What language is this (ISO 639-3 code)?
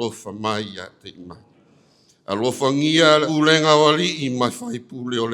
smo